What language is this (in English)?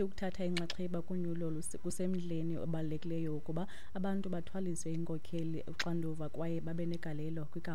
Xhosa